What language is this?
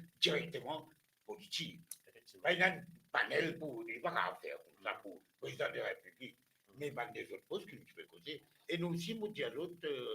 Morisyen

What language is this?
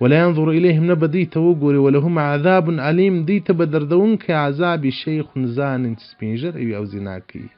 Pashto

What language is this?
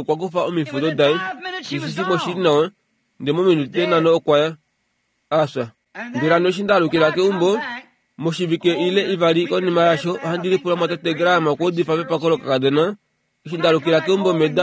Kuanyama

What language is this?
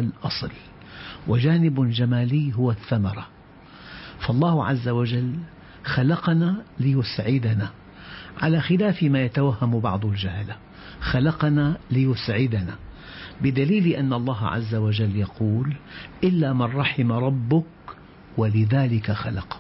Arabic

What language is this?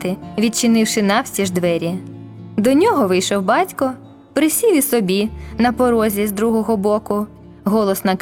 Ukrainian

